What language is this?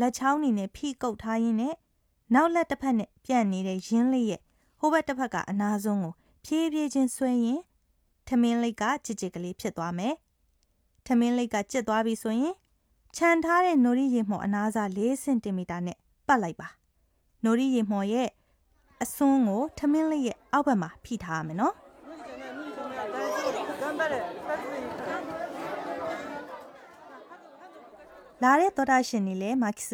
Burmese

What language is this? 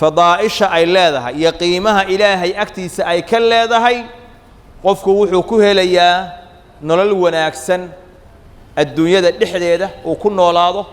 Somali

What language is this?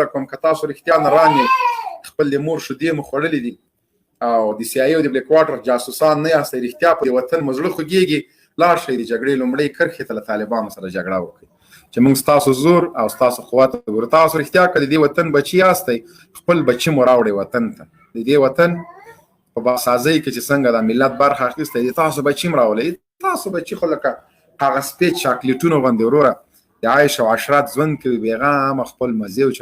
Pashto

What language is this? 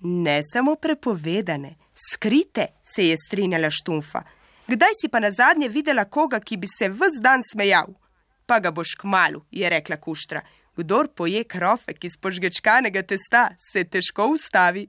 Slovenian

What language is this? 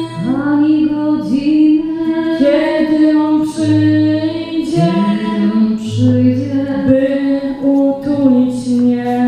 Polish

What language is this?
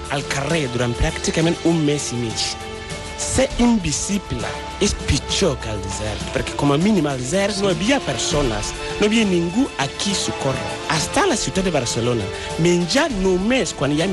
Catalan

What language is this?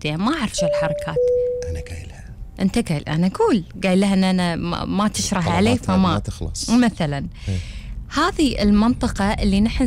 Gulf Arabic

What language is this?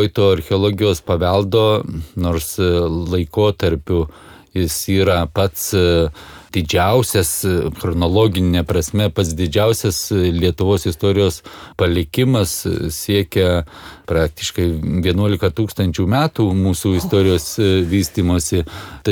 Lithuanian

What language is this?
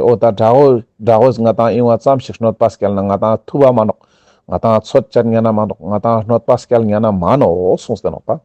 Ladakhi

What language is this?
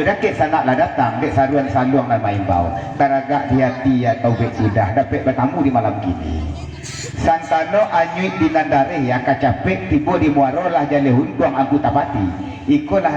Minangkabau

